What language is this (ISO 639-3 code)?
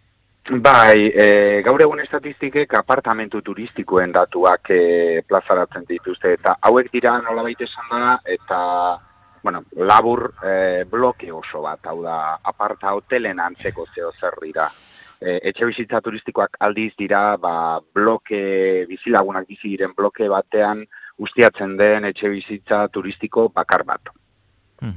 eus